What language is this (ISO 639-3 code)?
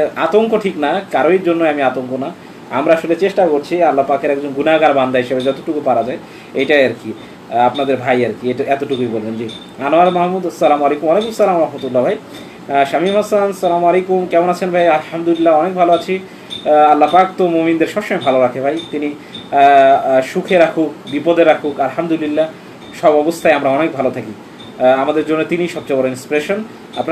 ben